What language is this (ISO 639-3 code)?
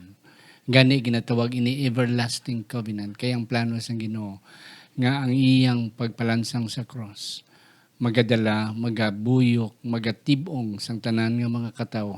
hil